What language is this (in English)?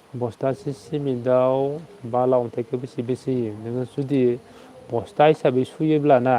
Bodo